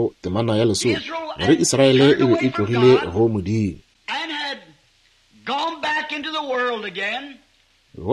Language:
Northern Sotho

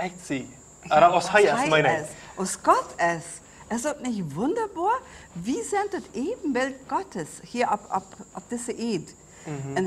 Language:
Plautdietsch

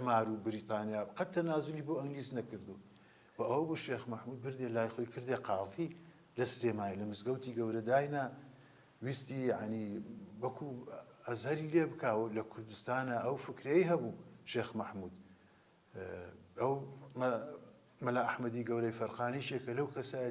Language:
Central Kurdish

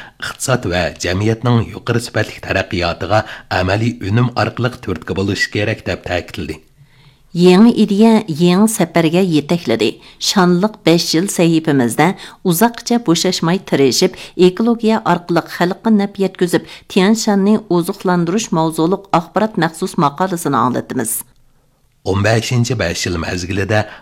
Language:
Uyghur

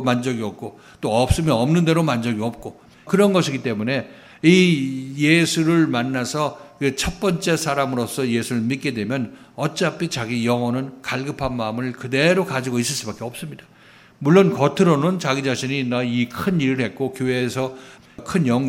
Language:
Korean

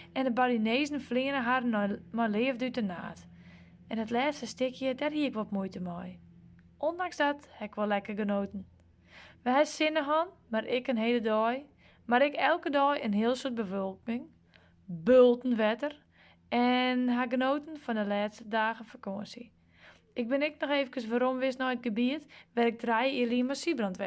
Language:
Western Frisian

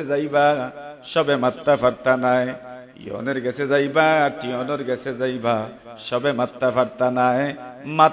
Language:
Sylheti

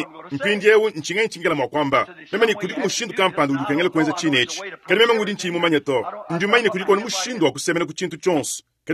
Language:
Luba-Lulua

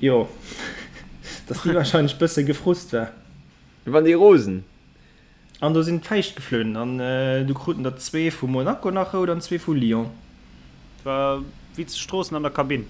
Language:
Luxembourgish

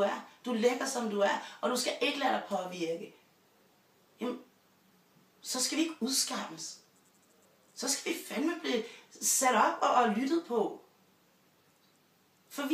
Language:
Danish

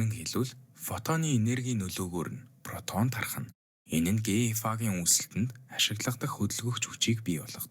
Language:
Mongolian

